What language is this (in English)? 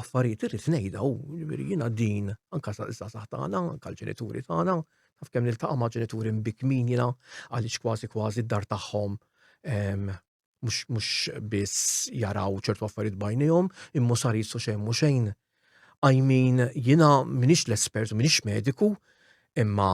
Maltese